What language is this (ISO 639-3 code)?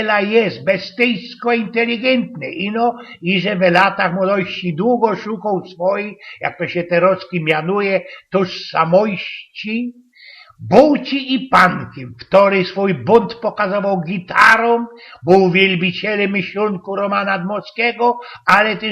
szl